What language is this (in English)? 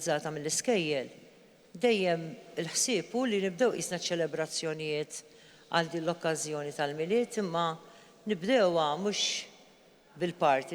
Maltese